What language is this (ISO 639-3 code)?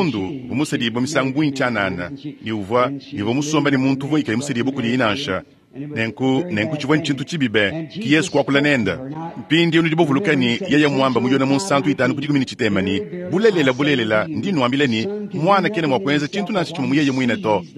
lua